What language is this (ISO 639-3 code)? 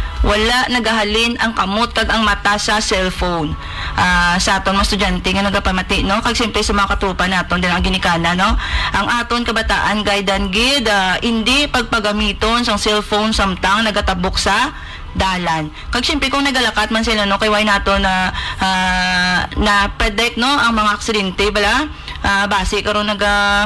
hil